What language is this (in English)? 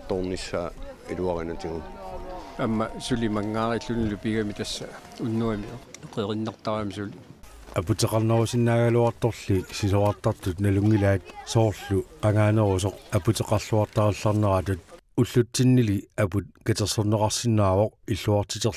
Kalaallisut